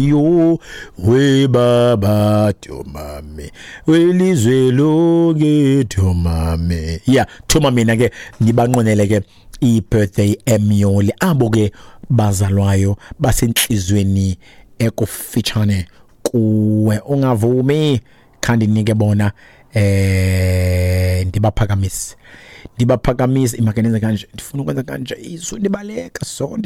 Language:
Xhosa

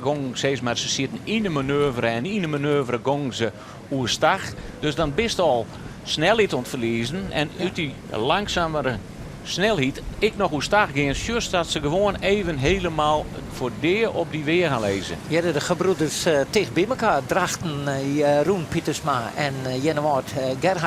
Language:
Western Frisian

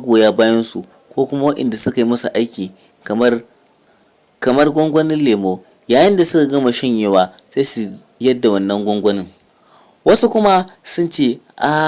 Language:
Hausa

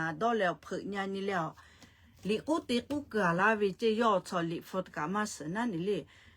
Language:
Lahu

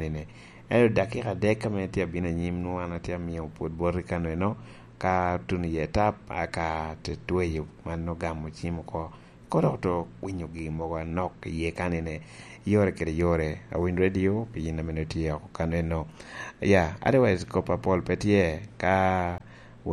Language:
Lango (Uganda)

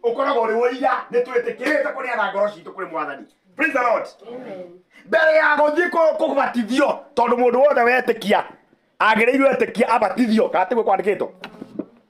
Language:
Kikuyu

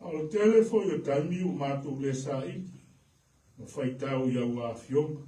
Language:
Samoan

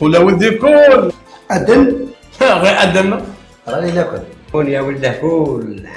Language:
Algerian Arabic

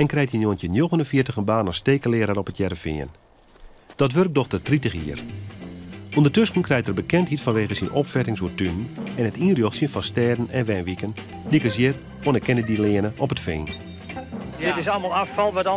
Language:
Western Frisian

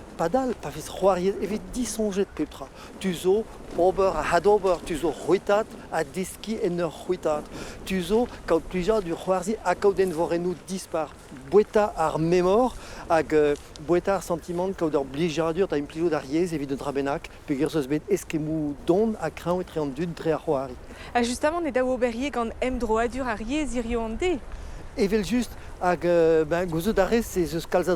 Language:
Breton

